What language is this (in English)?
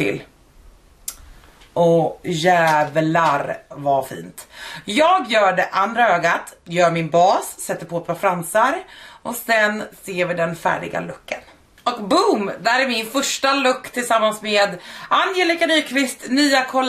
Swedish